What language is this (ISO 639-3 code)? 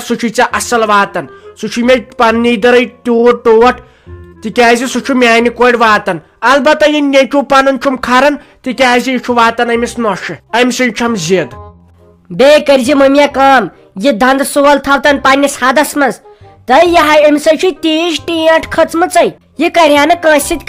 kas